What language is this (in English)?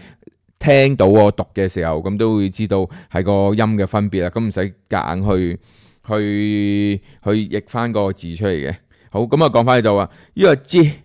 Cantonese